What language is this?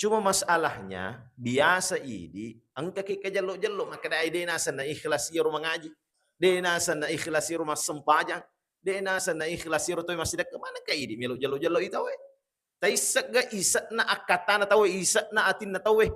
Buginese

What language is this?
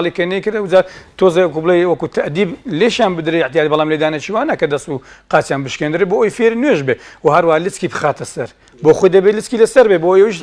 Central Kurdish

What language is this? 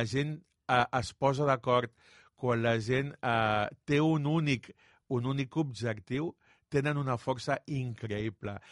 Catalan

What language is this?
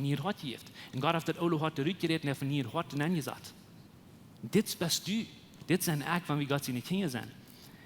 Plautdietsch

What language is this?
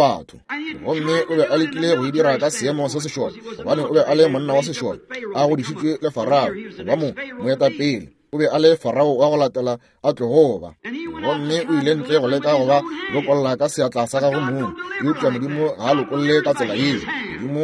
Northern Sotho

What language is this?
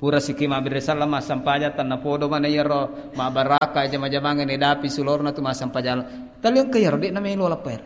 Buginese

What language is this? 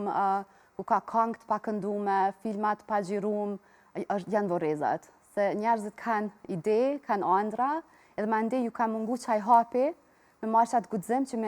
Albanian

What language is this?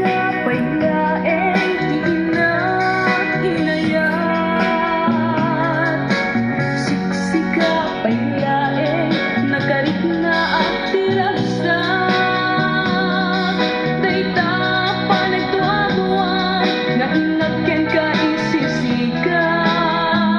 Iloko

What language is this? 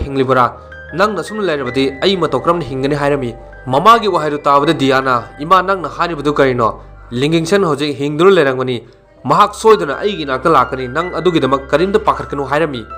Manipuri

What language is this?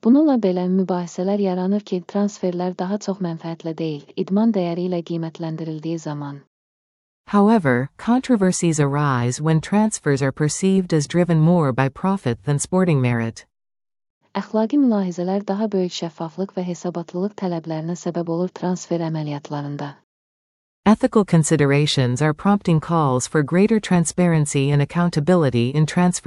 Azerbaijani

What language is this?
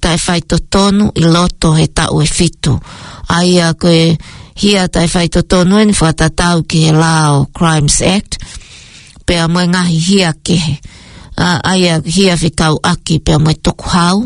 Tongan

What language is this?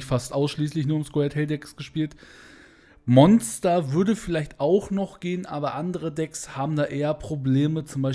German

